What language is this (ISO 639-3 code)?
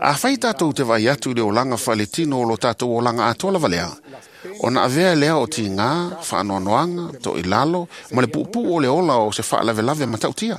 smo